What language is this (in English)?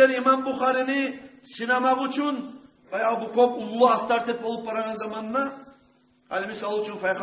Kumyk